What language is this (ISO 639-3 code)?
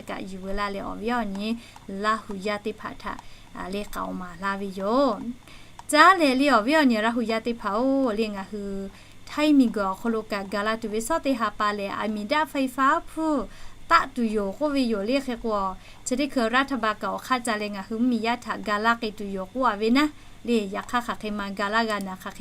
lhu